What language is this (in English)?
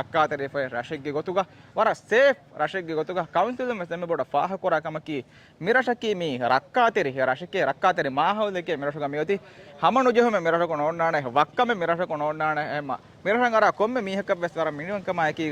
Divehi